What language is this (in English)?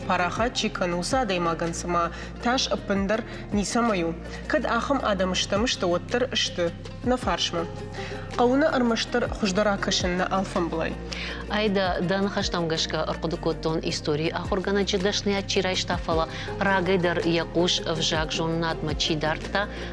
Ossetic